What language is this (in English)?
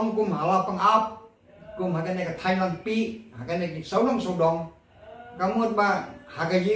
Khasi